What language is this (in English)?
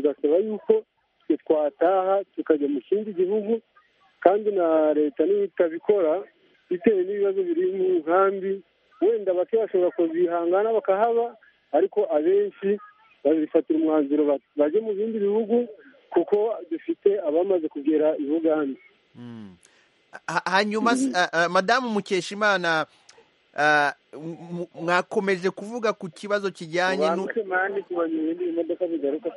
Kinyarwanda